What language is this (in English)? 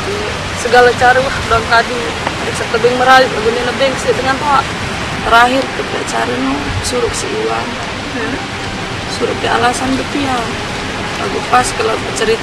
Sasak